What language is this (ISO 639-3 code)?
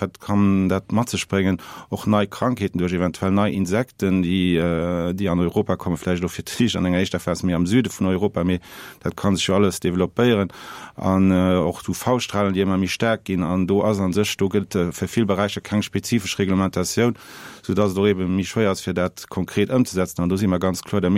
ltz